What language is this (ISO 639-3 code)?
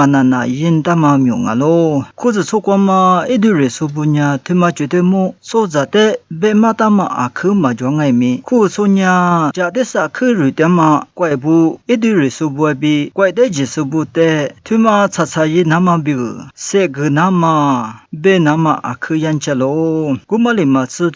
lis